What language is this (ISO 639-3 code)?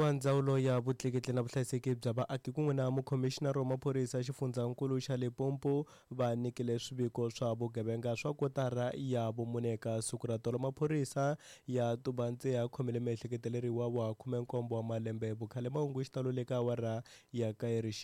tso